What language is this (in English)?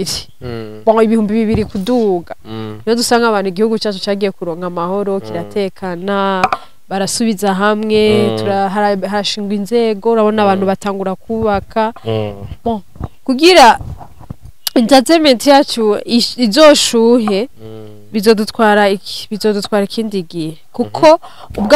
Rundi